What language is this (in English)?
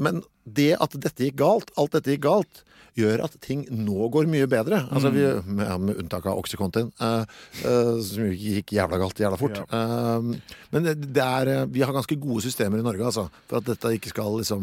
Norwegian